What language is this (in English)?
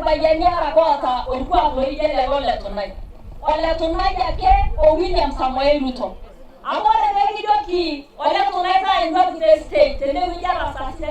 Masai